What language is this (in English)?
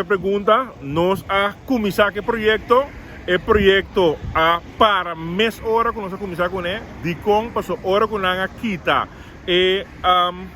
Papiamento